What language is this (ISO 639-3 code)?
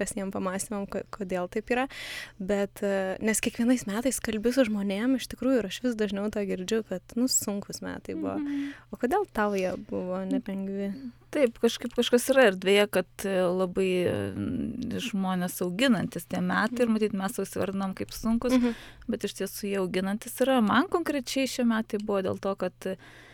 lit